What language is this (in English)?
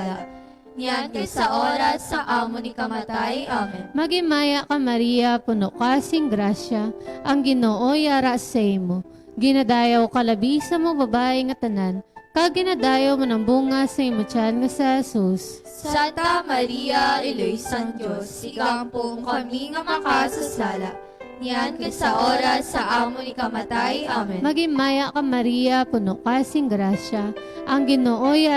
Hiligaynon